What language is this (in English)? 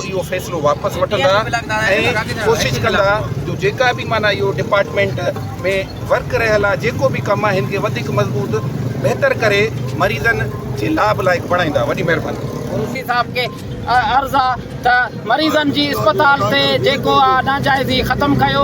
Sindhi